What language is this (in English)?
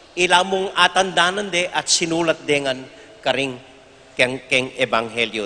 Pampanga